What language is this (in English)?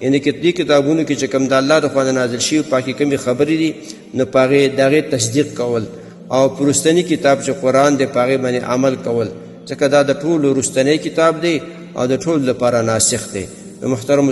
Pashto